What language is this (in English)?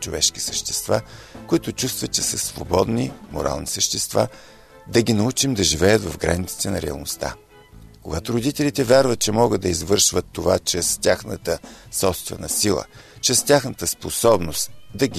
Bulgarian